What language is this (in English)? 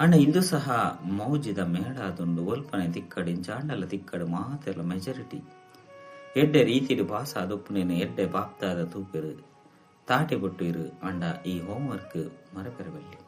Tulu